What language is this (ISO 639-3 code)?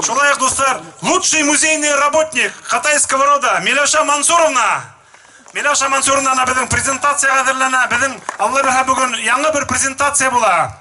bak